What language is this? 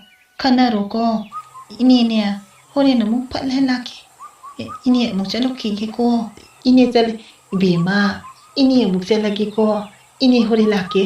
Manipuri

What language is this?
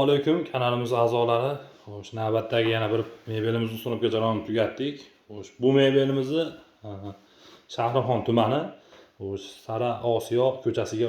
Uzbek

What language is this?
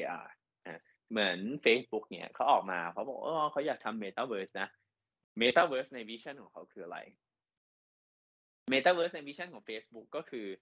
Thai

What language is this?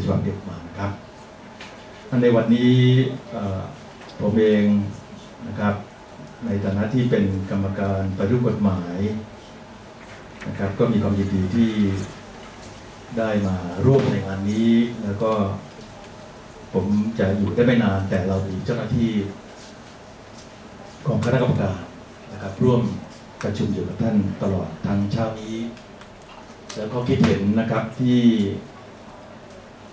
Thai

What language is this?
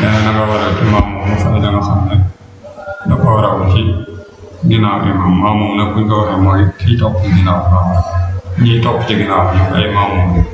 Wolof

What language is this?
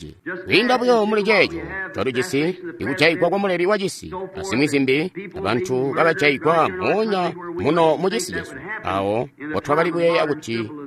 Tonga (Zambia)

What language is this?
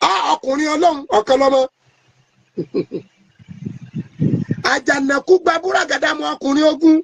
Yoruba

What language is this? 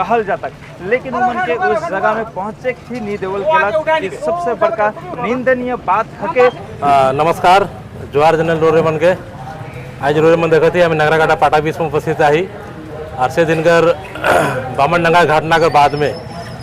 Sadri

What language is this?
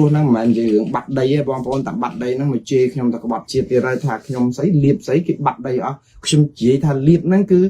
Khmer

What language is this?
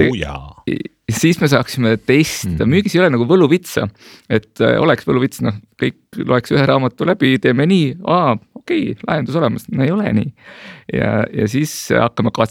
Estonian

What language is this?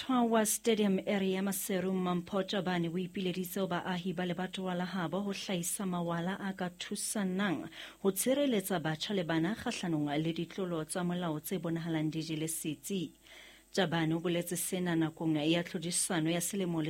Southern Sotho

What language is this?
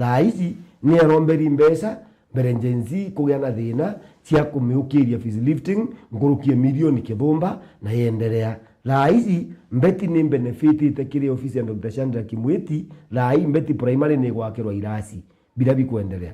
Meru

